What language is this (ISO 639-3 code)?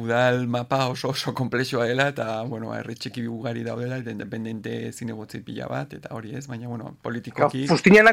eus